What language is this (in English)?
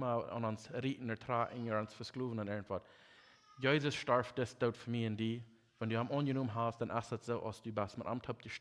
Plautdietsch